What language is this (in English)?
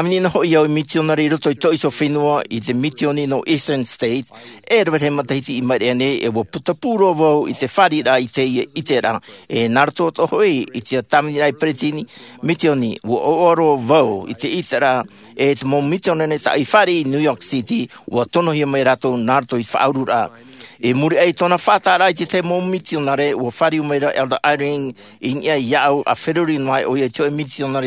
Tahitian